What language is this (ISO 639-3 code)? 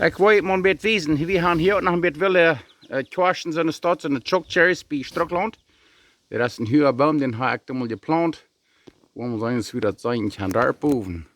pdt